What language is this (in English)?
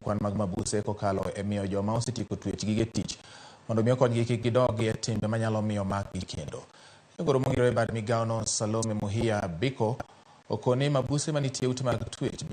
Luo (Kenya and Tanzania)